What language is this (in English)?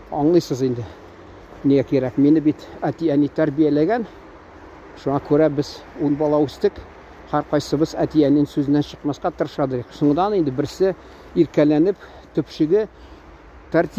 Tatar